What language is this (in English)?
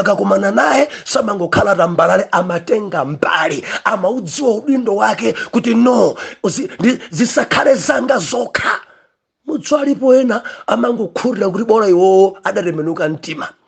Nyanja